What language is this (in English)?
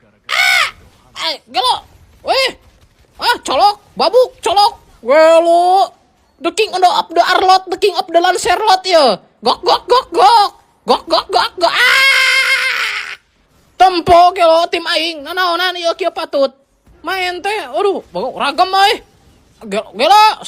Sundanese